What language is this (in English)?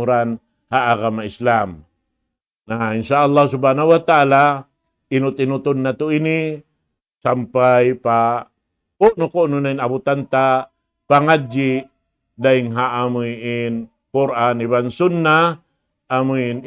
Tausug